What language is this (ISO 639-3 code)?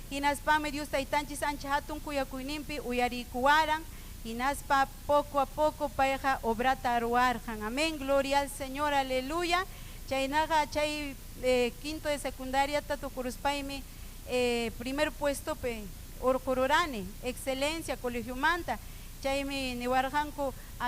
quy